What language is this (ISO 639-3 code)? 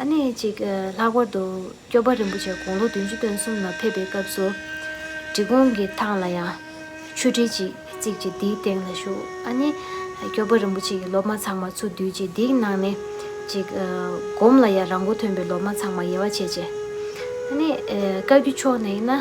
bod